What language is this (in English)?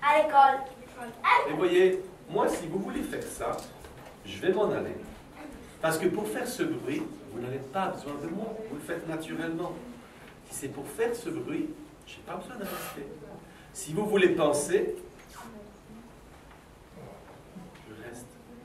French